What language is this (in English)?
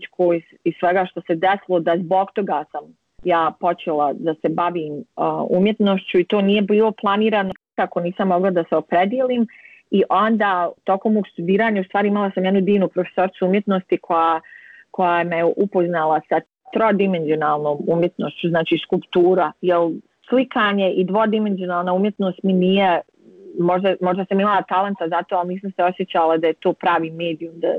Bosnian